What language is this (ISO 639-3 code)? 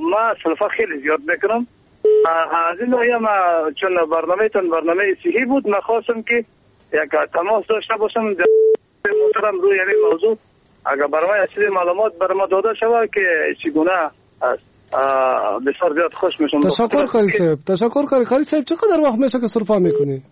fas